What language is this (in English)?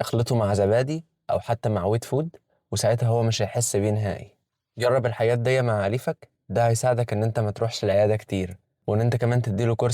Egyptian Arabic